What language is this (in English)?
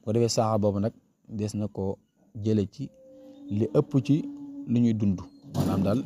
Wolof